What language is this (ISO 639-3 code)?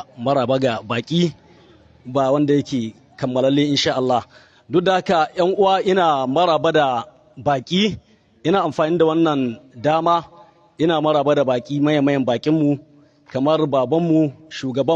hau